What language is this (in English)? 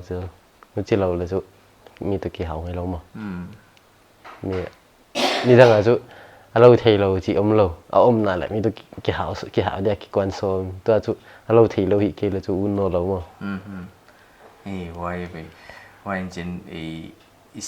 Paite Chin